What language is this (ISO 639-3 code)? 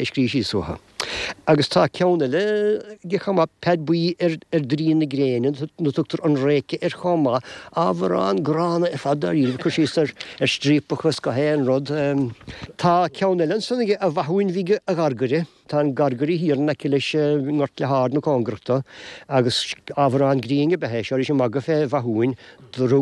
gle